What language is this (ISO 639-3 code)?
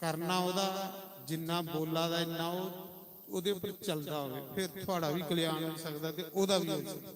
doi